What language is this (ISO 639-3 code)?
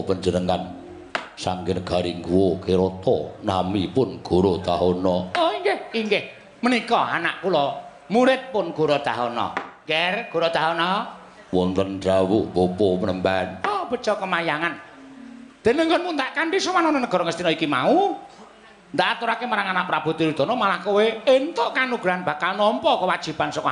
jav